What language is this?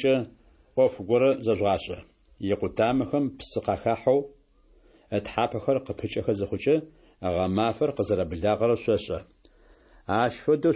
Adyghe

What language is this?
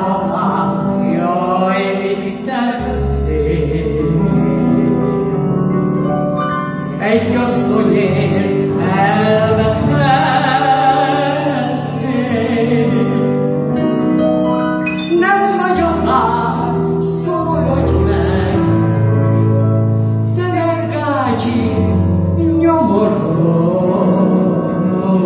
Hungarian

